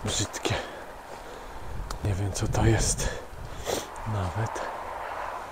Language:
Polish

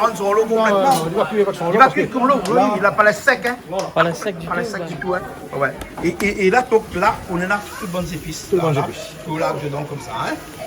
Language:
Réunion Creole French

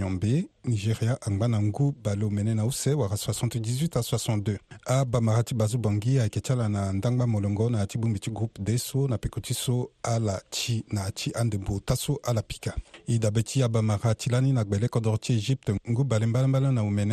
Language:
Sango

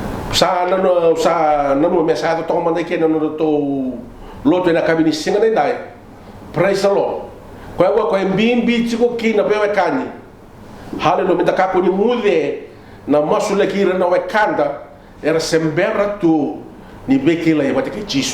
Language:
Fijian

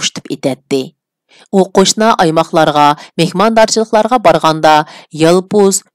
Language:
Uyghur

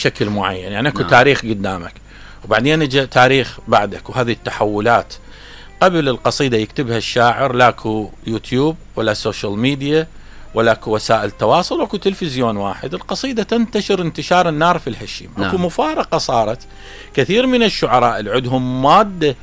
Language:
Mesopotamian Arabic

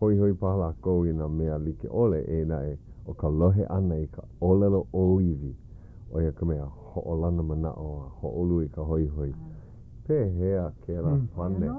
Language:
Hawaiian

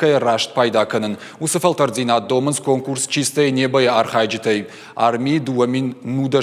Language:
Ossetic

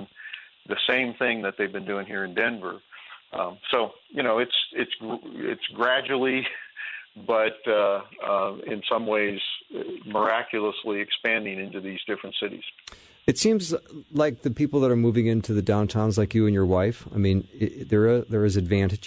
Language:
English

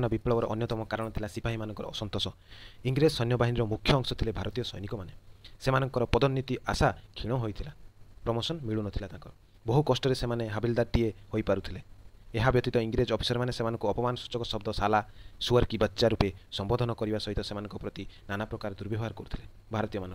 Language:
Odia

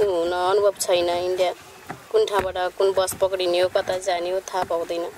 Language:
Nepali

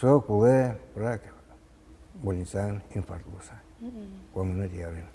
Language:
Udmurt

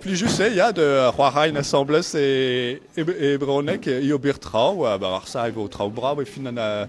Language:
Breton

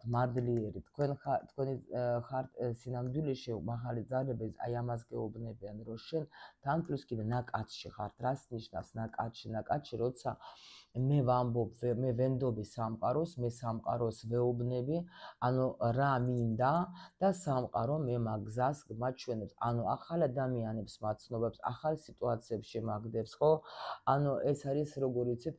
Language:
Georgian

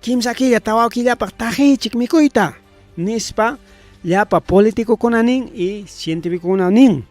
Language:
Ayacucho Quechua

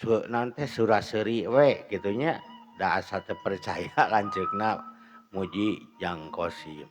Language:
Sundanese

